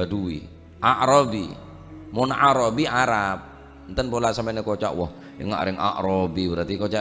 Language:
Madurese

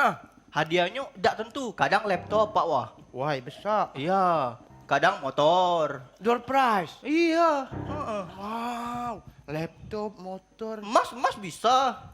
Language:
Musi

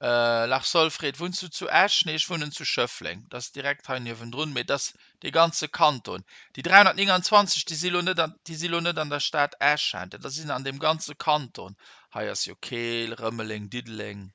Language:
Luxembourgish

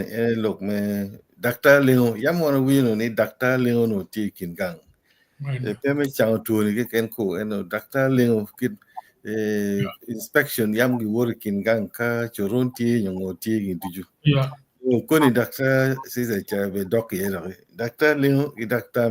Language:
Acoli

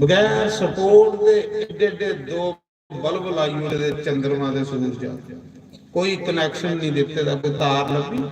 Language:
Dogri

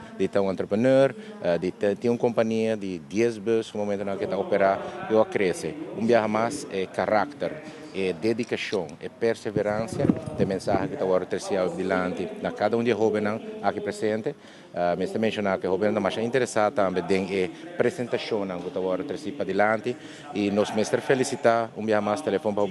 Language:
Papiamento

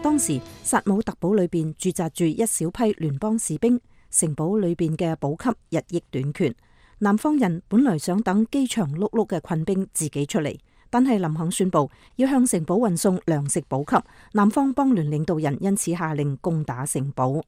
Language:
Cantonese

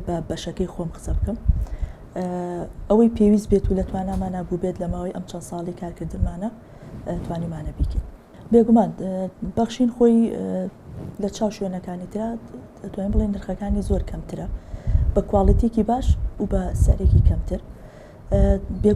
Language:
Central Kurdish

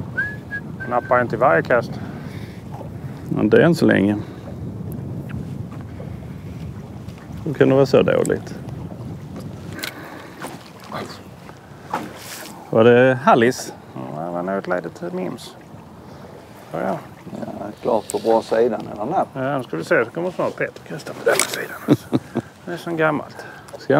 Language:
Swedish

